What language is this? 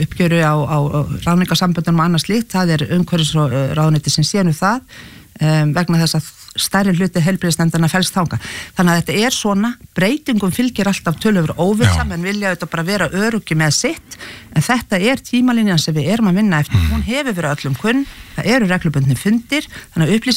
Icelandic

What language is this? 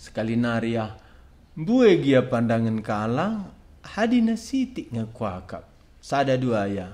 Batak Karo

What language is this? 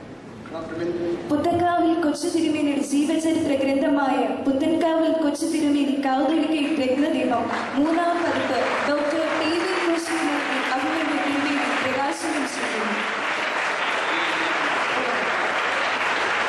Malayalam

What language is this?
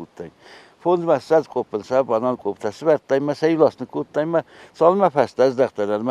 Ossetic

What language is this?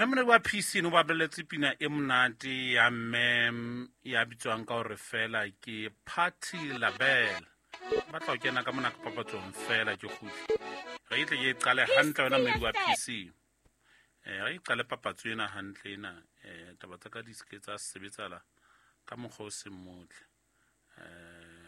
Southern Sotho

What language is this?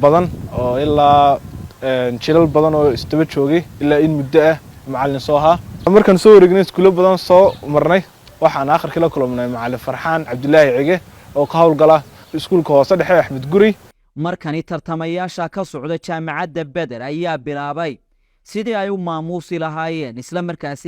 Somali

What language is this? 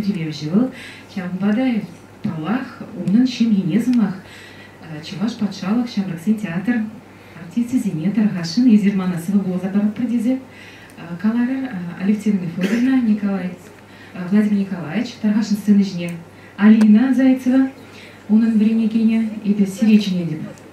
Chuvash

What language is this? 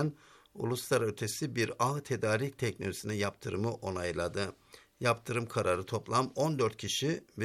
Turkish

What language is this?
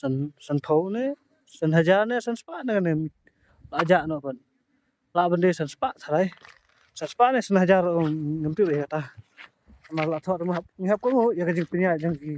Khasi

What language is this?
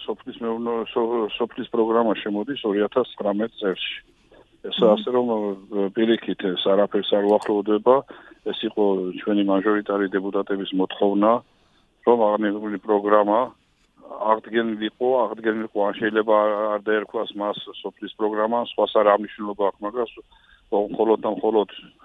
Georgian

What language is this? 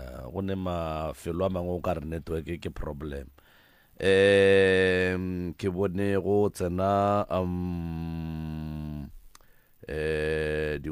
Northern Sotho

